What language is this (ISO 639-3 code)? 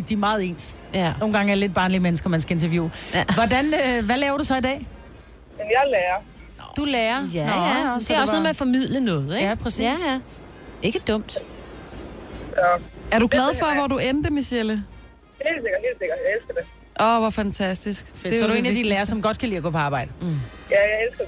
dan